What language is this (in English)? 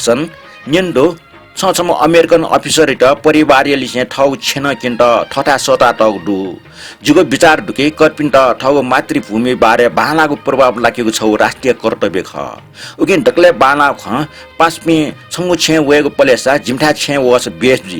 Newari